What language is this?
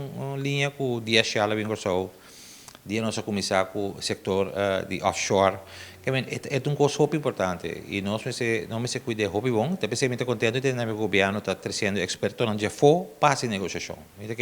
Papiamento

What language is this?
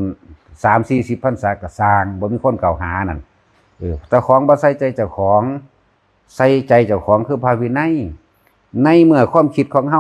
Northeastern Thai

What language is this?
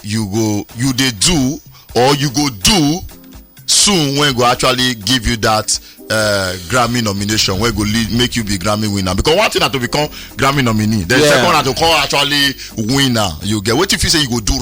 Nigerian Pidgin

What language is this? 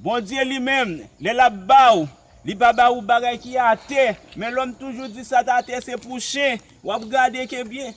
Haitian Creole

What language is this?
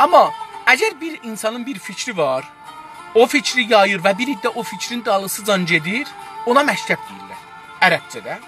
South Azerbaijani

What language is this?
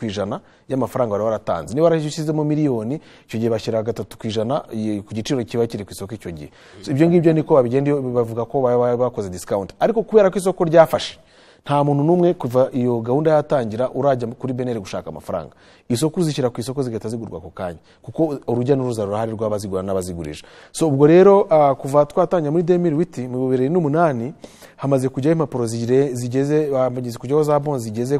Kinyarwanda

